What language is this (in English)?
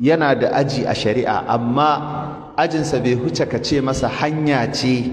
Hausa